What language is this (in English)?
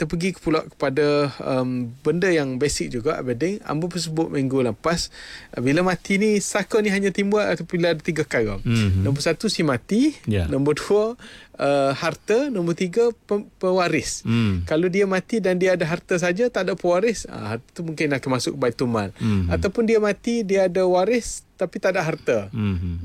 Malay